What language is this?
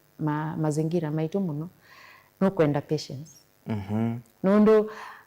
Kamba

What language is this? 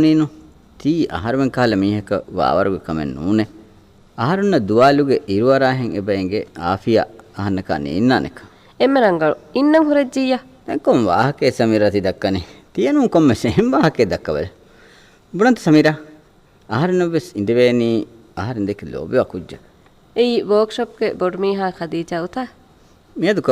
Divehi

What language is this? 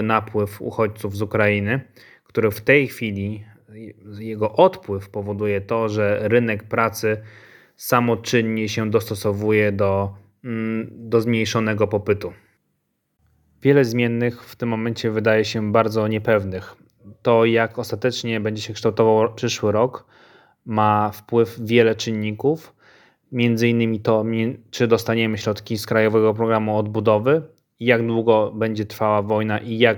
Polish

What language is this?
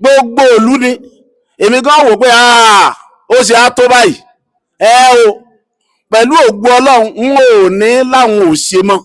Yoruba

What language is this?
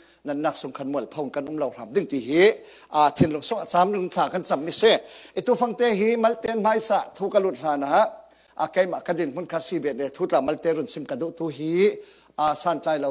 Falam Chin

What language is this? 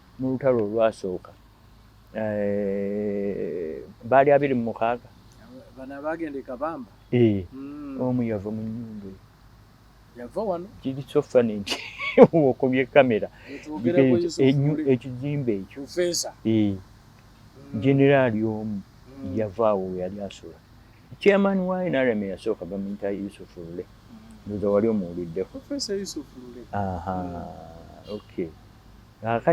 Ganda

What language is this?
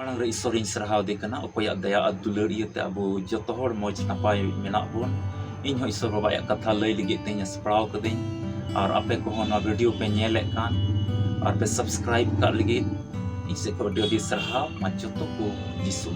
Santali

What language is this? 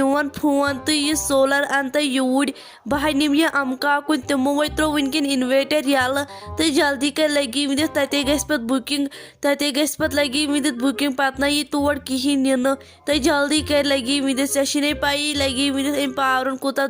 Kashmiri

